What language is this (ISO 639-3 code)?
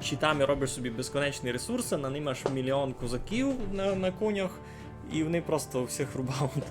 rue